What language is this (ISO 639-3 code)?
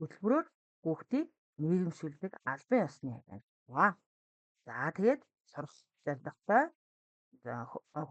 mon